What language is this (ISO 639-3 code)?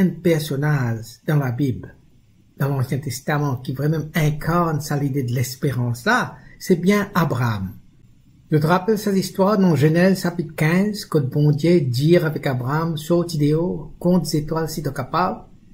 mfe